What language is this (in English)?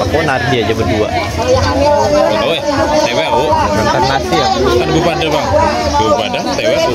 Banjar